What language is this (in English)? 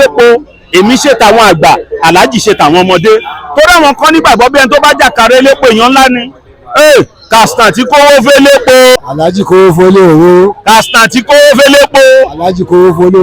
Yoruba